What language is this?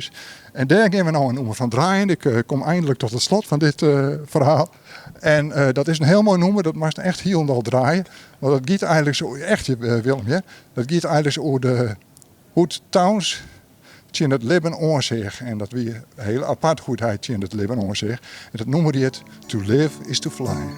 Western Frisian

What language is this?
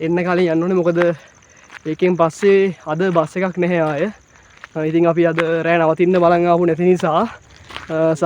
Sinhala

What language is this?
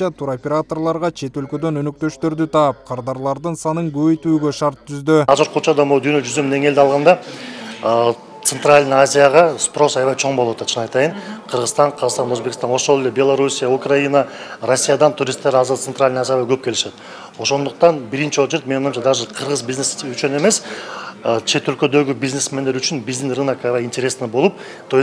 Kyrgyz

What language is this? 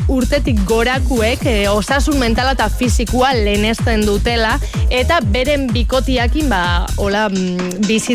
Basque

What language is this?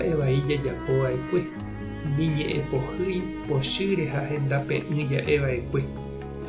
Guarani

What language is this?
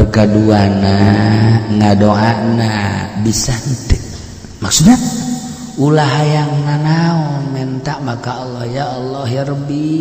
Sundanese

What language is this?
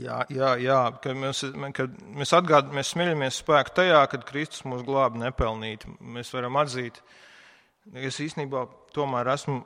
Latvian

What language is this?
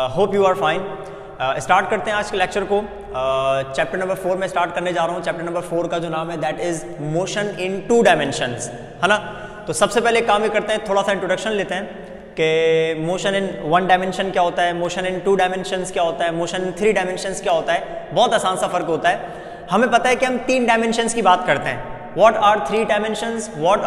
Hindi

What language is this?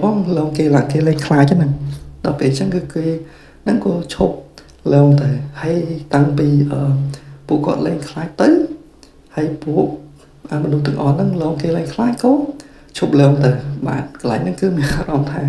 Khmer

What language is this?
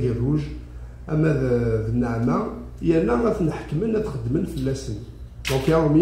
Kabyle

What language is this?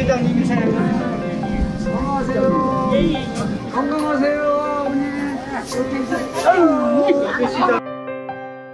Korean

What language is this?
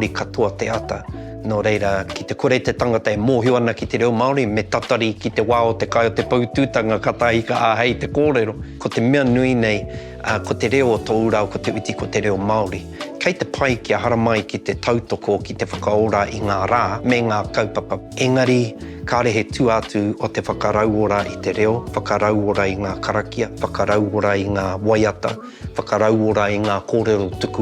Māori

